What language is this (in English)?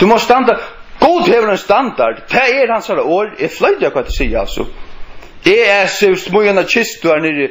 Faroese